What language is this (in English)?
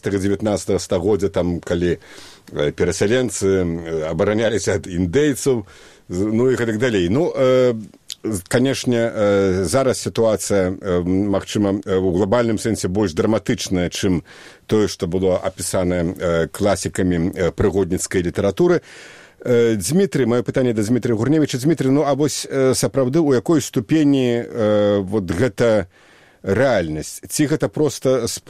Belarusian